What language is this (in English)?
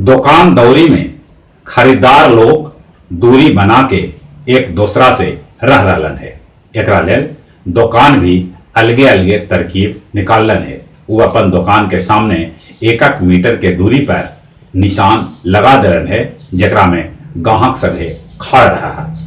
Magahi